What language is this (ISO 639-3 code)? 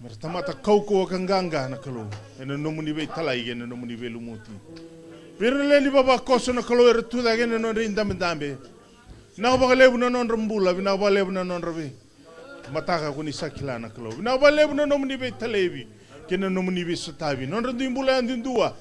fij